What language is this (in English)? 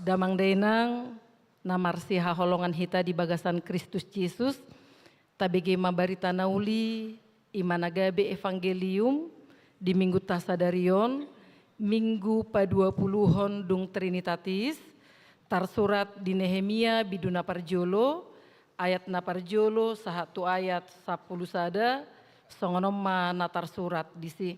Batak Toba